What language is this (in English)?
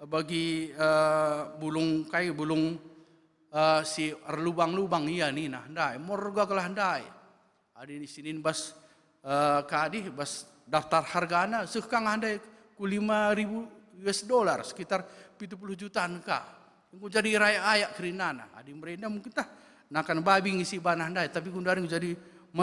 Batak Karo